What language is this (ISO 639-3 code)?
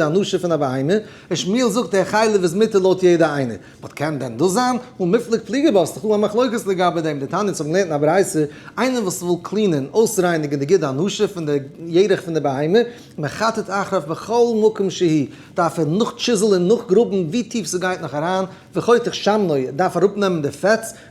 yid